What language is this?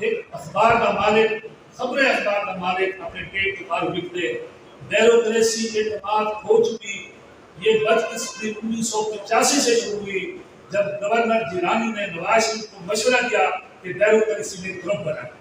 Saraiki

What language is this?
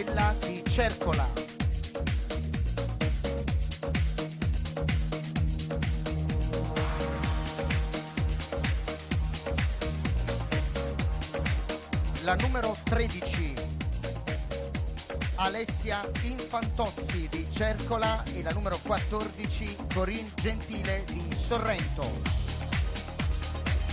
Italian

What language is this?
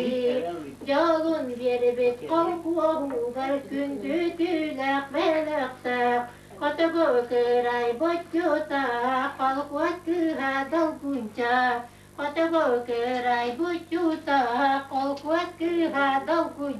Yakut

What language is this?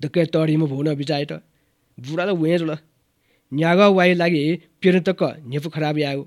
Newari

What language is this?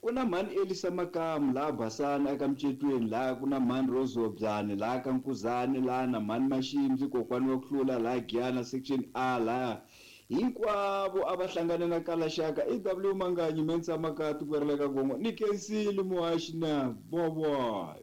Tsonga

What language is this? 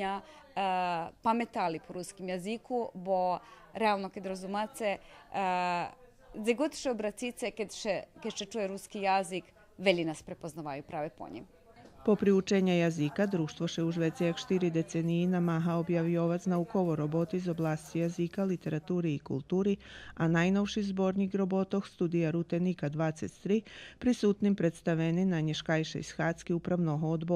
Rusyn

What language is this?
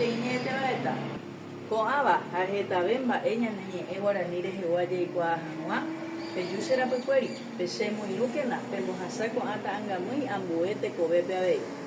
Guarani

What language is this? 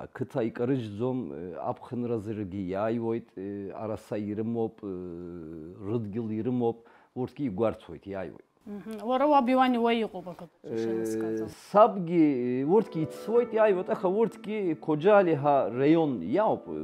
Abkhazian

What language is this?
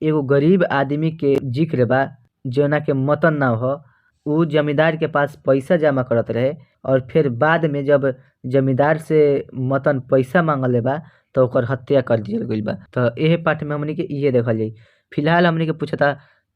Bhojpuri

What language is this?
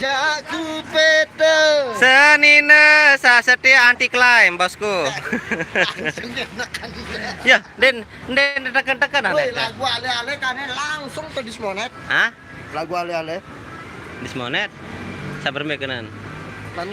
Sasak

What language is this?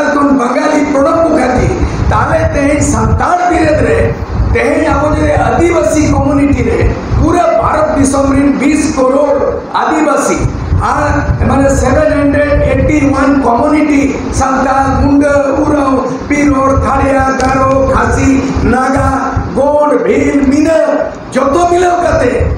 Santali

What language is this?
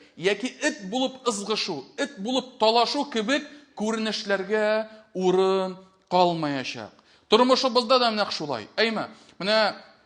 Tatar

